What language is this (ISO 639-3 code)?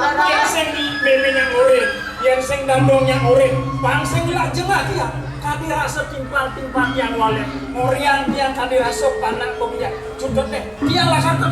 ban